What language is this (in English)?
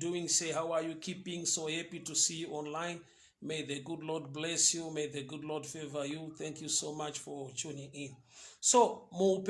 Shona